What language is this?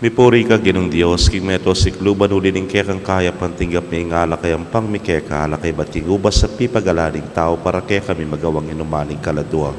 Pampanga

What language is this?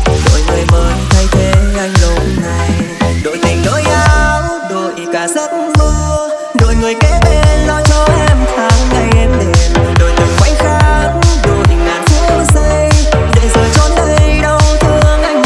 Vietnamese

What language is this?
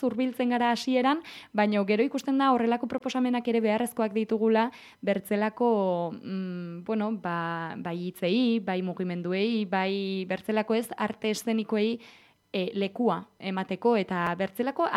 Basque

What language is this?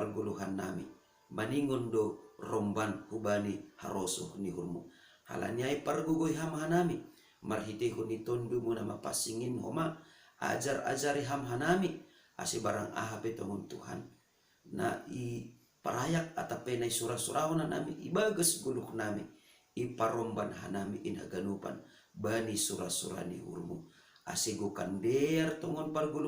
Batak Simalungun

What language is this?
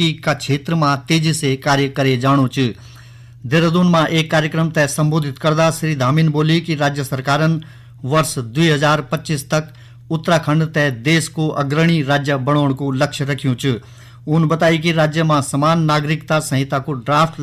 Garhwali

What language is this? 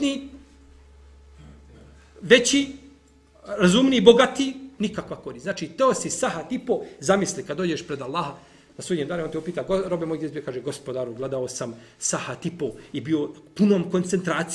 Bosnian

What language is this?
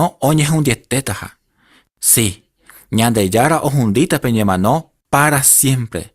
Guarani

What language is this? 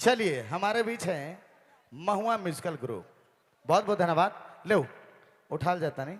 Sadri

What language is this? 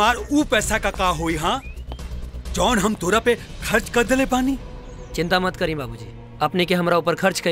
Bhojpuri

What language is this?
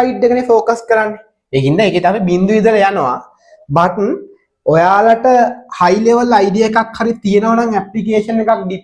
Sinhala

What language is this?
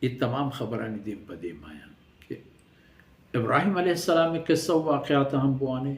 Baluchi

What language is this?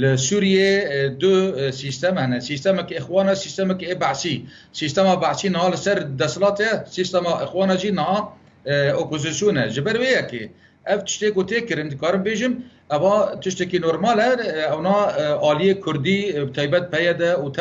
Kurdish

